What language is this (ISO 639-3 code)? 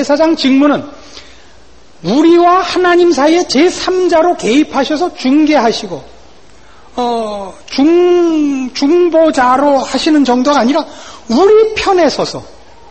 kor